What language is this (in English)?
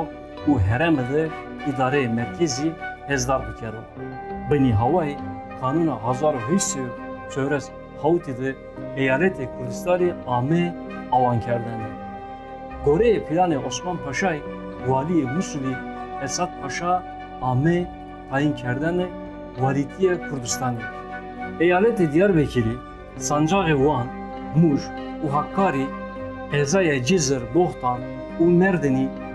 Zaza